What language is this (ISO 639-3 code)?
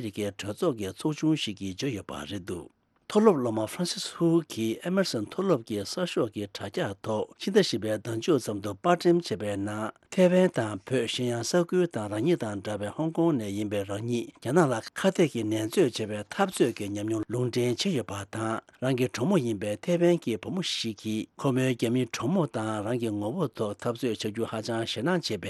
bod